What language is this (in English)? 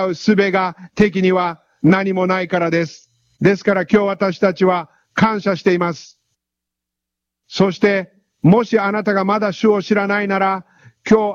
Japanese